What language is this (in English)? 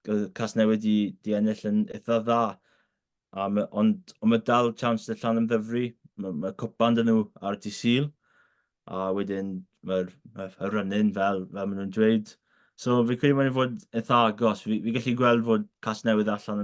Welsh